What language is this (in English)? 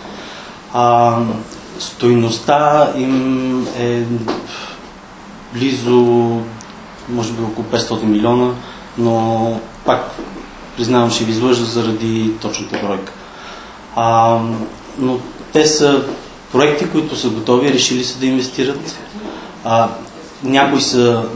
Bulgarian